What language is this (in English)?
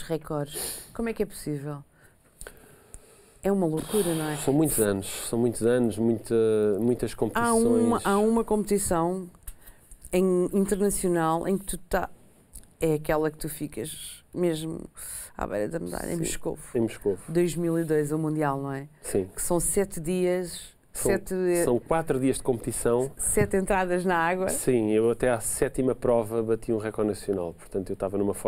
Portuguese